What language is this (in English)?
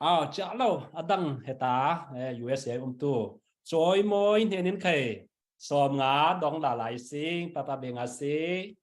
Falam Chin